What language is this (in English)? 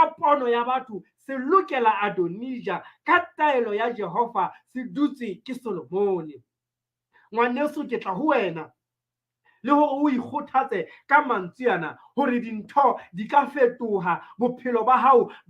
Southern Sotho